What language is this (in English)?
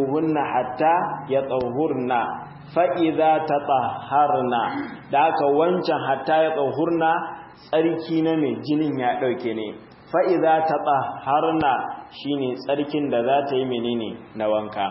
Hausa